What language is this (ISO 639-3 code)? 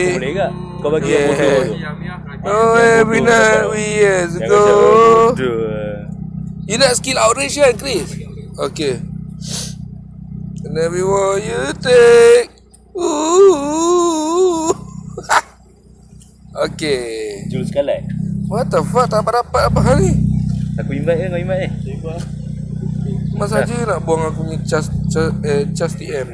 msa